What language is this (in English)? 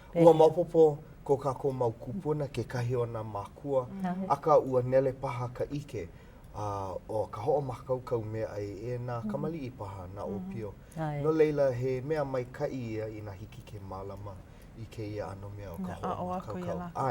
Hawaiian